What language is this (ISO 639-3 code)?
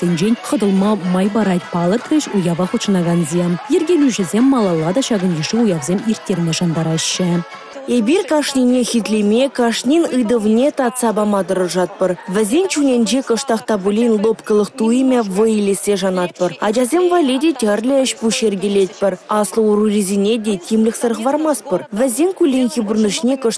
chv